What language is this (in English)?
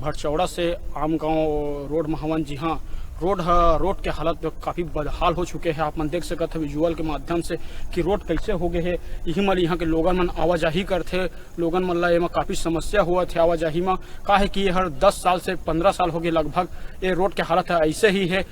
Chhattisgarhi